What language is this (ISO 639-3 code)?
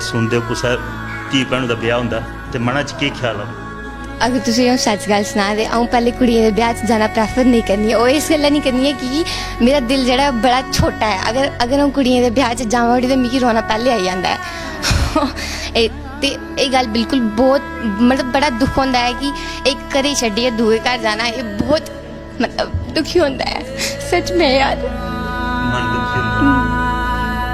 doi